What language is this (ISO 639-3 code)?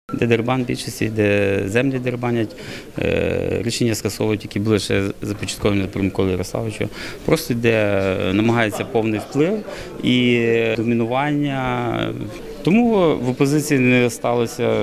ukr